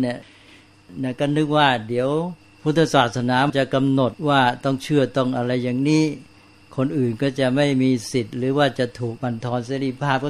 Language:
Thai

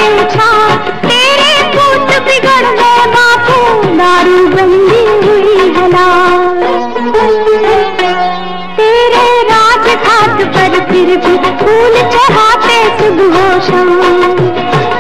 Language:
Hindi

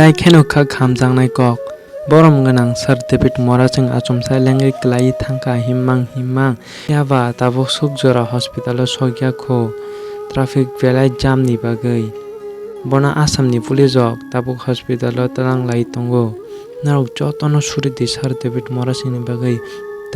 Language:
Kok Borok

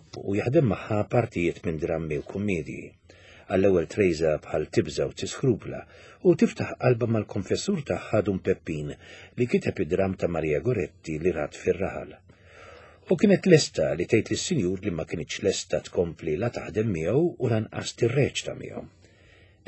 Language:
Maltese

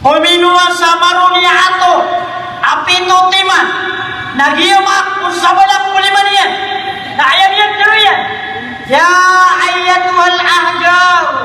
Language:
Maranao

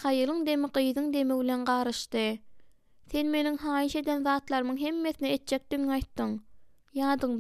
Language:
Turkmen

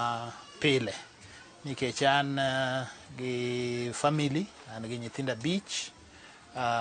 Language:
Luo (Kenya and Tanzania)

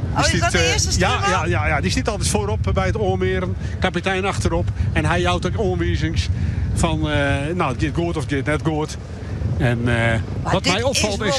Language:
Western Frisian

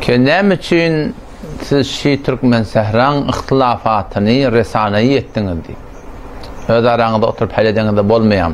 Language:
Turkmen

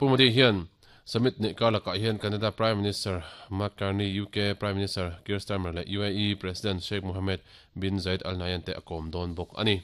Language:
Mizo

